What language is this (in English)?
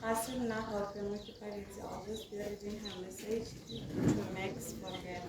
Tswana